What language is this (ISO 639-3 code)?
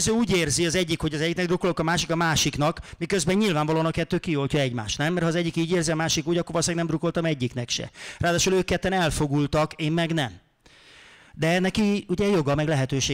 hun